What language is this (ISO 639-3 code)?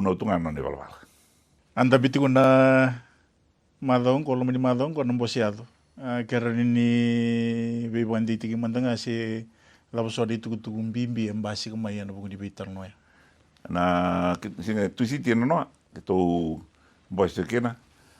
fij